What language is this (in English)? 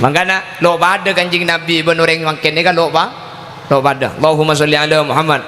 Madurese